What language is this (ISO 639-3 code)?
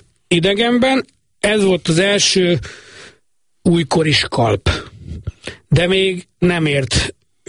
hun